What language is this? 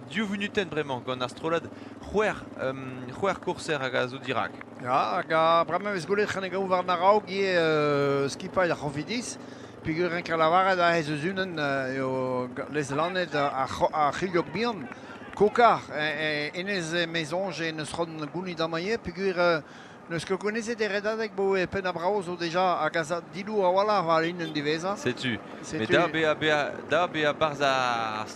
Breton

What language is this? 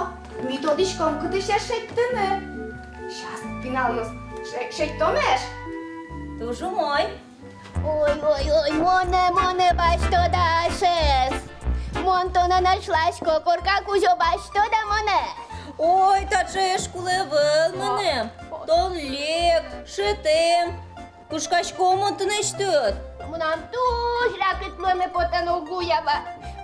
Udmurt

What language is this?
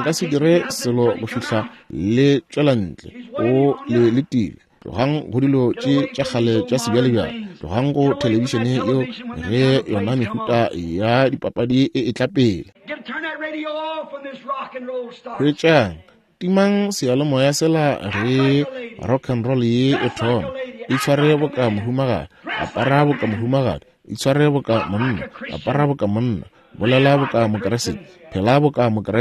Northern Sotho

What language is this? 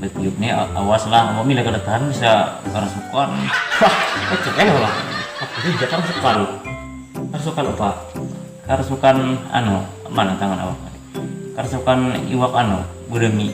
Banjar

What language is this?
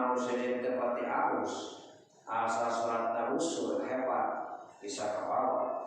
Sundanese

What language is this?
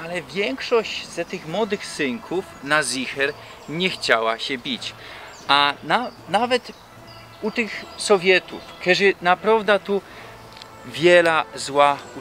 Silesian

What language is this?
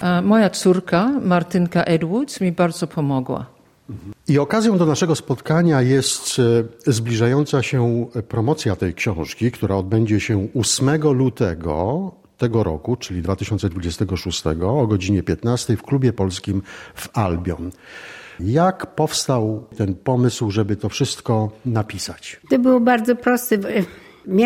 Polish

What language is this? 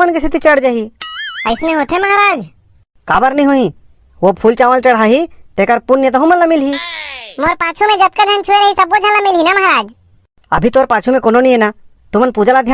Chhattisgarhi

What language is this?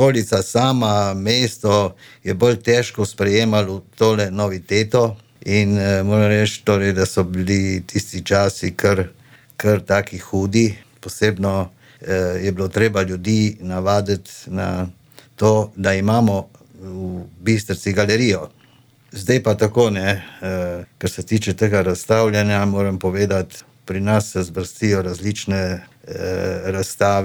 Slovenian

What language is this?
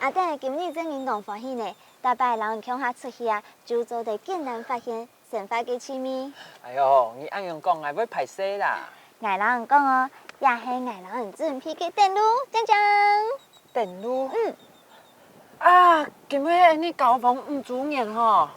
Hakka Chinese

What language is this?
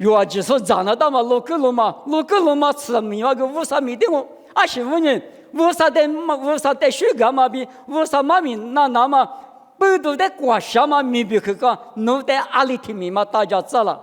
Lisu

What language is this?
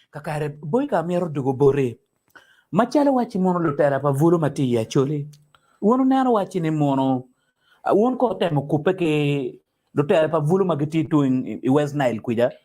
Acoli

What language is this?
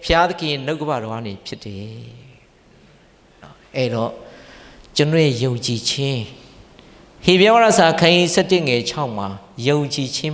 Burmese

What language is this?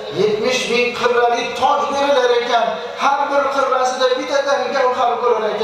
Uzbek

